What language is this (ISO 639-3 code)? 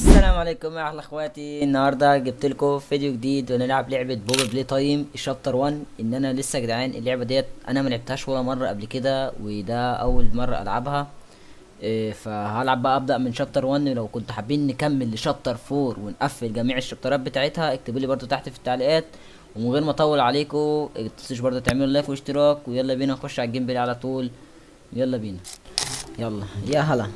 arz